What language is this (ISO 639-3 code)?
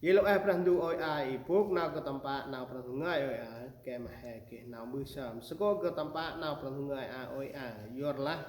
cmo